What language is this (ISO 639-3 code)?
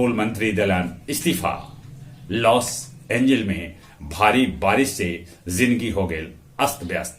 mag